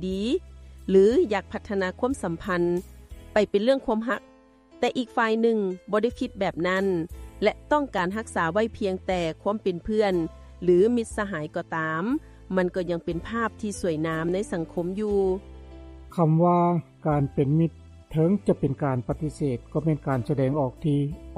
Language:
Lao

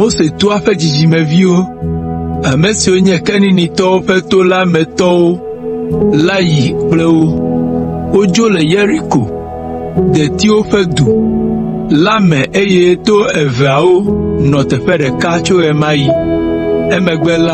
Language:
Ewe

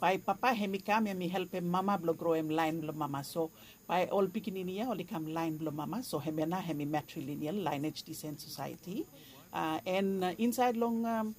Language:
Bislama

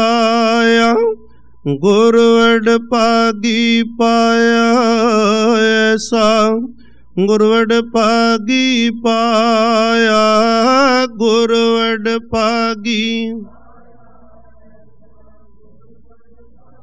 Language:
Punjabi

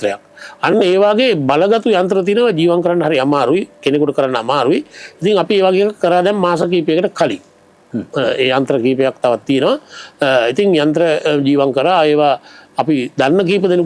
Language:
Sinhala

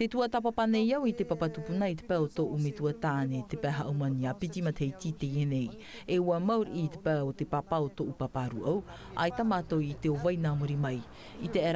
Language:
Tahitian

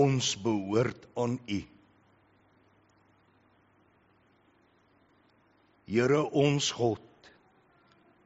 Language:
Afrikaans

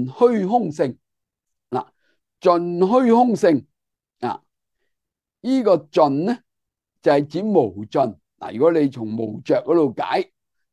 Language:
Cantonese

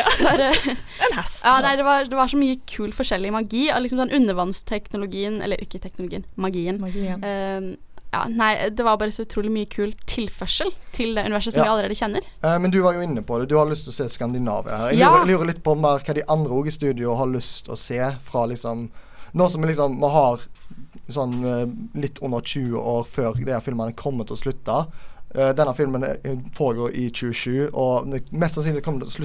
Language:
Norwegian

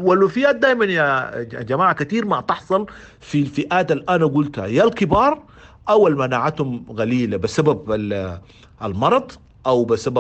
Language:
Sudanese Arabic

